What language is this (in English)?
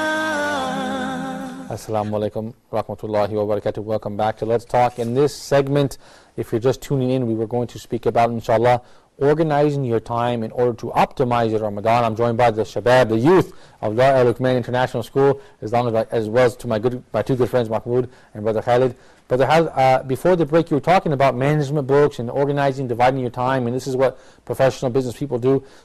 English